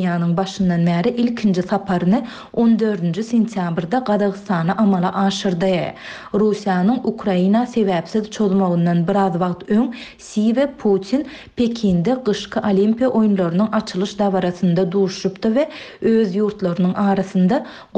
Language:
Turkmen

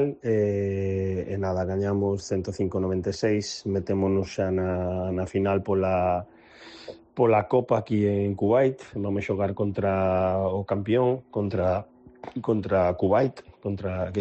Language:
Galician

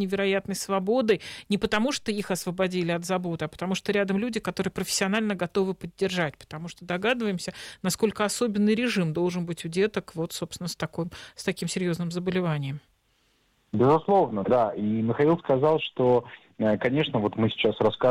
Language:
Russian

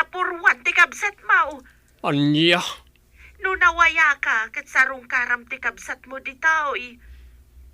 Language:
Iloko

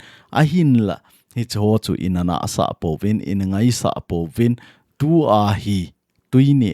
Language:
Thado Chin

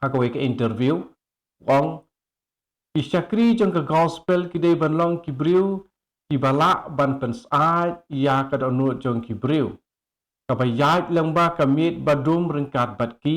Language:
Khasi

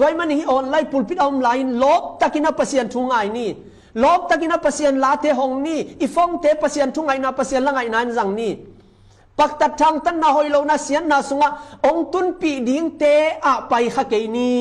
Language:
Tedim Chin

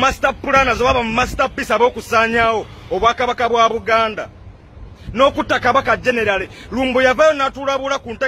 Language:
Ganda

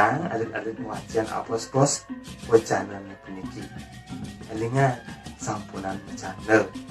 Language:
Balinese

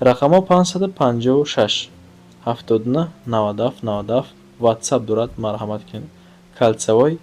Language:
Tajik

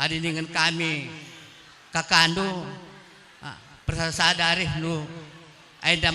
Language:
Batak Karo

